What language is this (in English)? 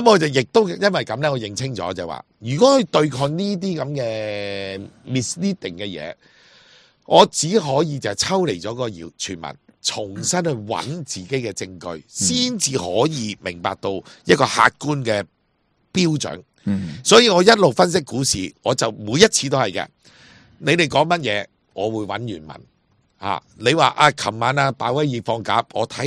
Cantonese